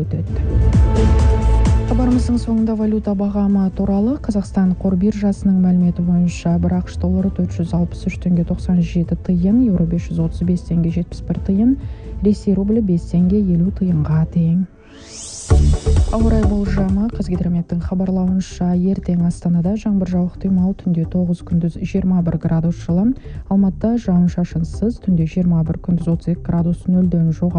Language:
Kazakh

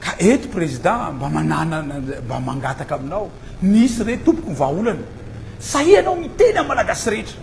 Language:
Malagasy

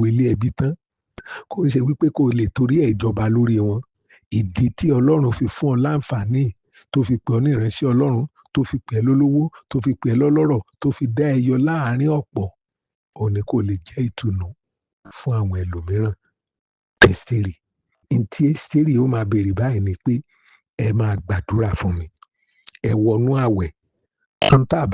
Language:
Yoruba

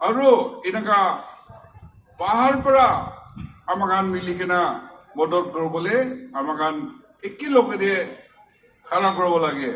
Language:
Naga Pidgin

